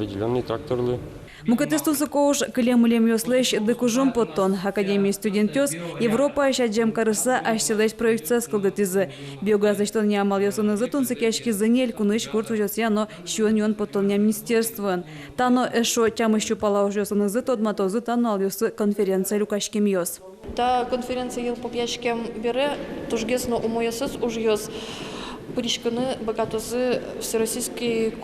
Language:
Udmurt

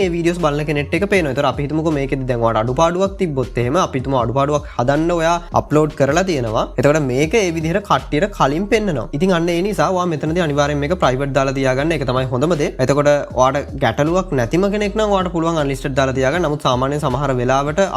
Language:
Sinhala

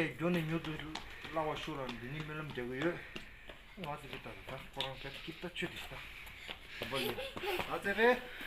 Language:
Tibetan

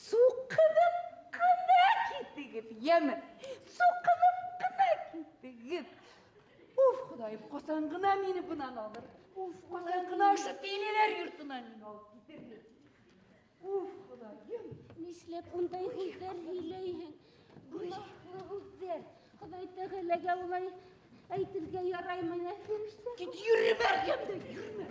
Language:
Bashkir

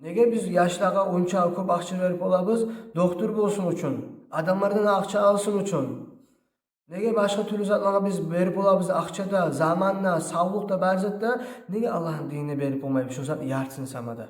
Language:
Kumyk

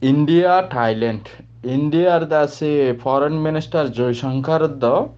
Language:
Rohingya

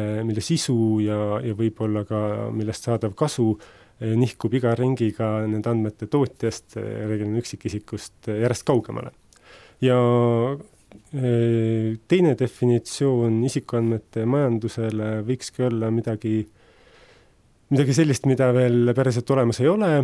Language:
Estonian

